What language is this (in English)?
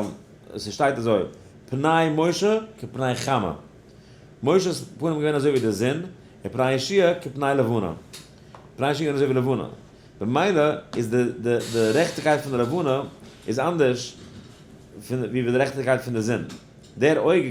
Yiddish